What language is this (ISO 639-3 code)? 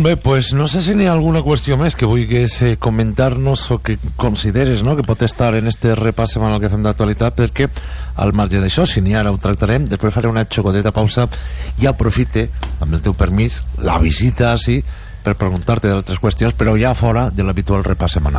cat